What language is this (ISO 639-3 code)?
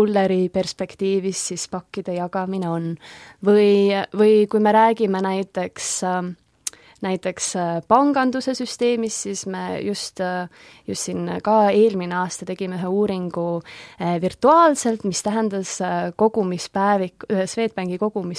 est